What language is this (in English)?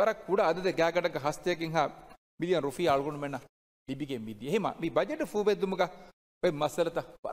Divehi